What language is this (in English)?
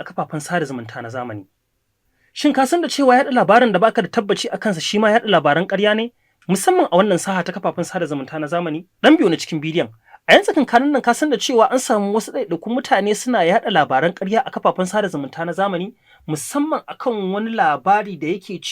Hausa